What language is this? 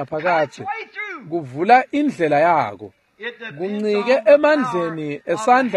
Swati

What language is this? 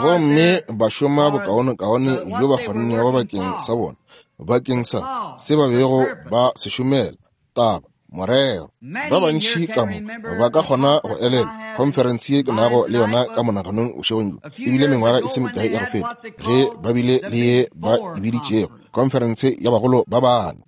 Northern Sotho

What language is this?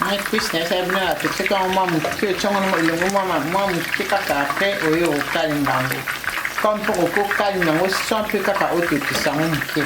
Lingala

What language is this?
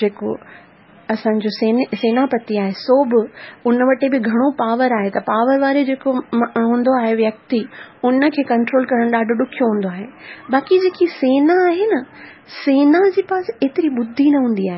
Sindhi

